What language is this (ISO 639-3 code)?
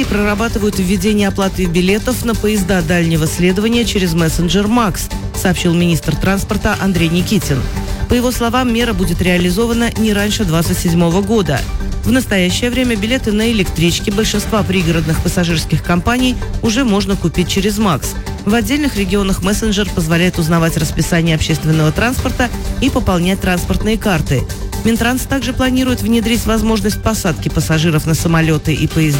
rus